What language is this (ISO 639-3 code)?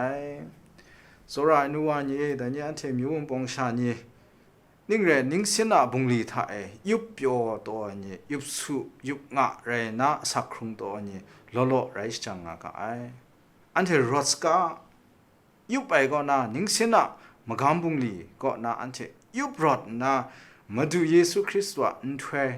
kac